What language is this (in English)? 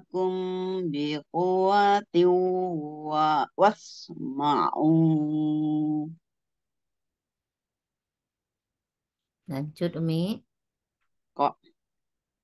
Indonesian